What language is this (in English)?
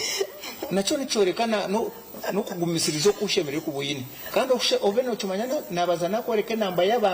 Nyankole